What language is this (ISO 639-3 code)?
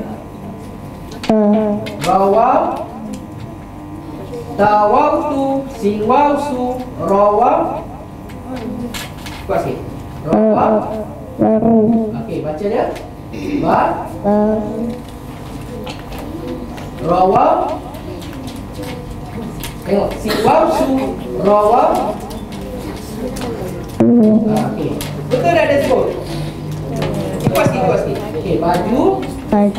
msa